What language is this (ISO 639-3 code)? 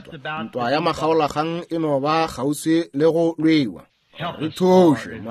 nso